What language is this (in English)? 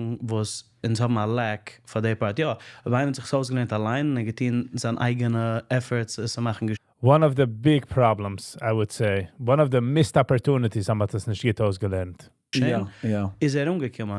Yiddish